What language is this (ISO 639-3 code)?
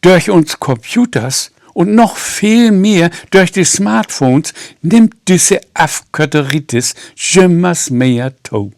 nds